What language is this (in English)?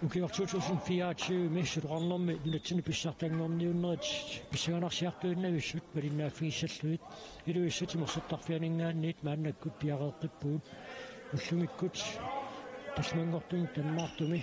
Kalaallisut